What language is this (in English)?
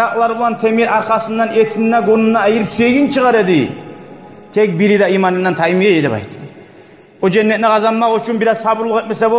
Kumyk